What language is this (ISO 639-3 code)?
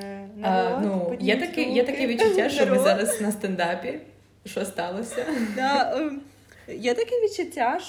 ukr